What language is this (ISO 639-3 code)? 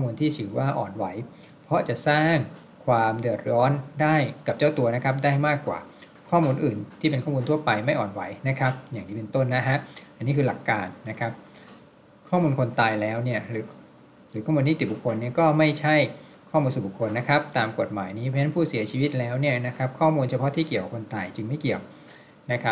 tha